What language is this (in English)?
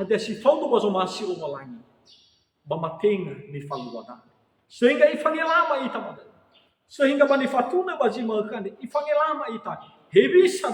Nias